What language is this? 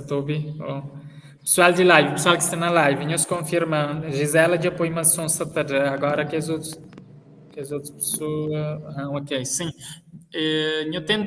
Kabuverdianu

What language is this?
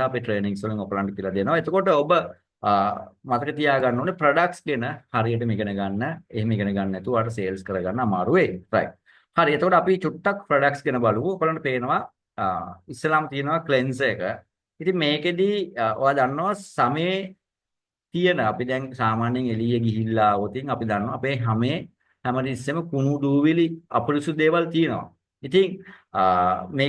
Sinhala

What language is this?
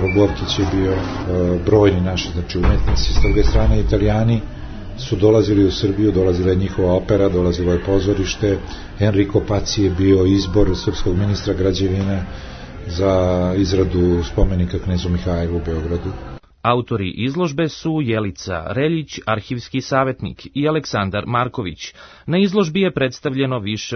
Serbian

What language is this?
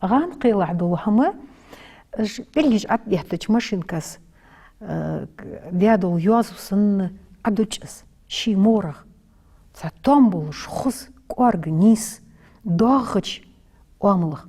Ingush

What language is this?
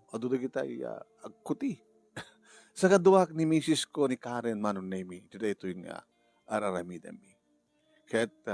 Iloko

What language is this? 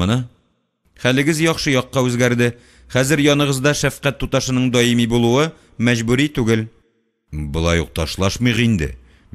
Tatar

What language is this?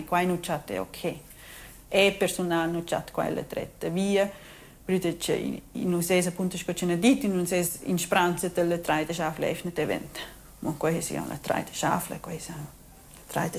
Romansh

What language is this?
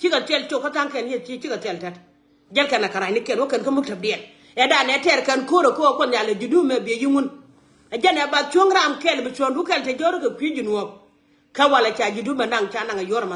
Nuer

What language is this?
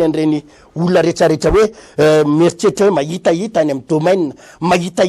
Malagasy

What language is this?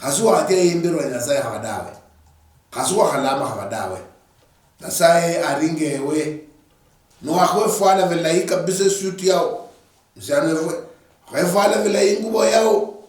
Luyia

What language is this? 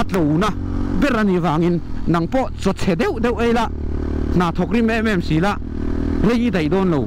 Mizo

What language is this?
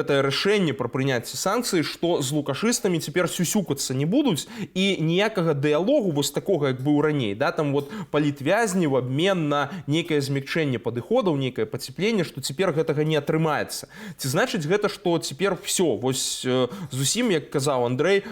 Belarusian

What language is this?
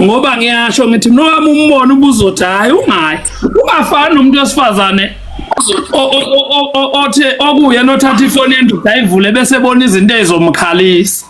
Zulu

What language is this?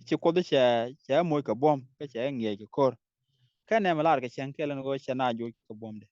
Nuer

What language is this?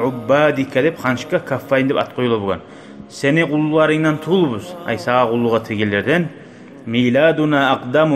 Kumyk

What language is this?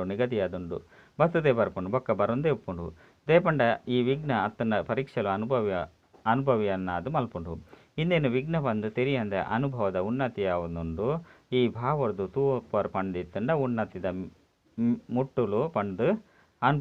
Tulu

